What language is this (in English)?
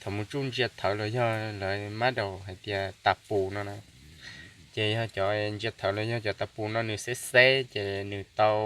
Hmong